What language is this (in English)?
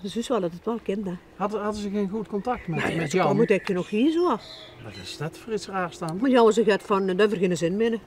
Limburgish